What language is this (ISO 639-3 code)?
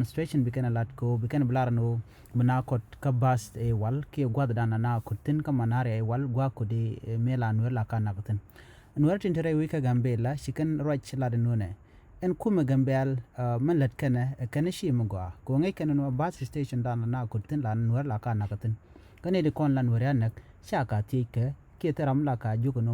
nus